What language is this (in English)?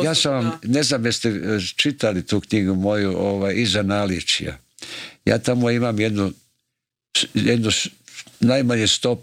Croatian